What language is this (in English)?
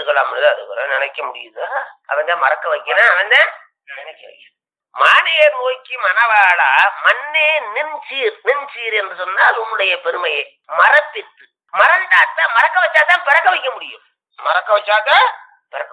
Tamil